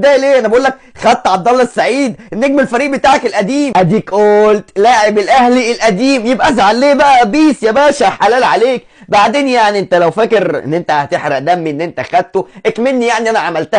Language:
Egyptian Arabic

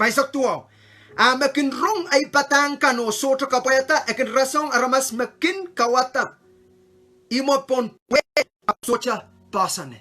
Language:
Pohnpeian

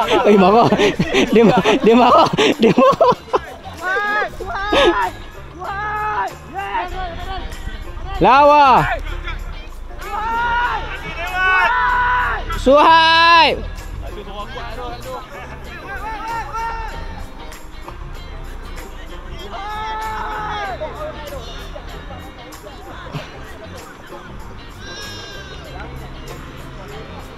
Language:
Malay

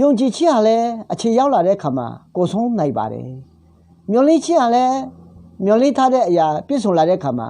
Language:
Akha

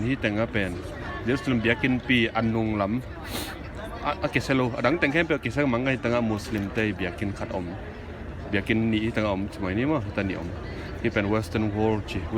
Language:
Tedim Chin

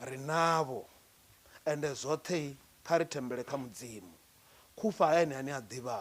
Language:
Venda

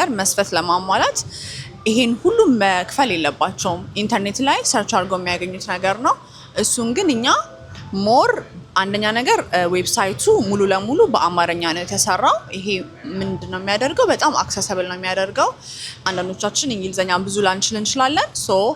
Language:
Amharic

